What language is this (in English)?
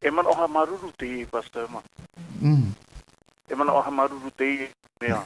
Tahitian